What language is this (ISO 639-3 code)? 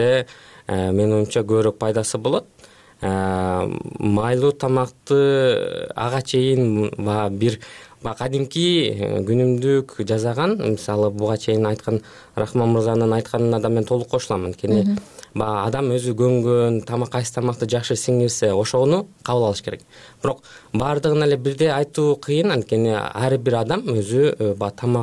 kir